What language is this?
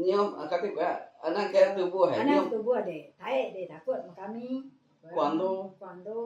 Iban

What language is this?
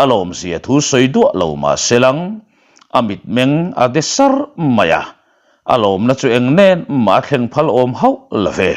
Mizo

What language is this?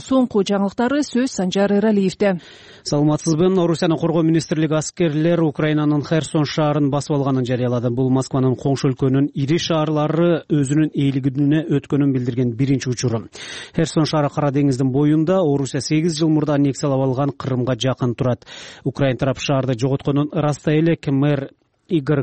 Kyrgyz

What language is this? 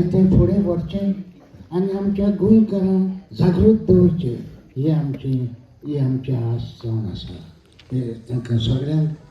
Konkani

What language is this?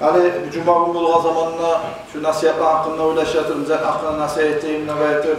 Kumyk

